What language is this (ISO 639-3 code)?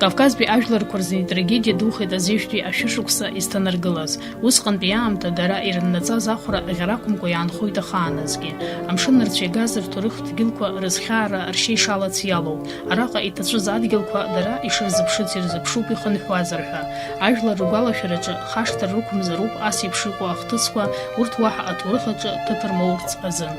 abk